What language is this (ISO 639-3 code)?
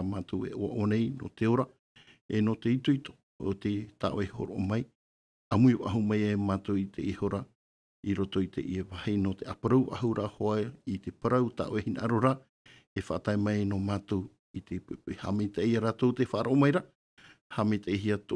tah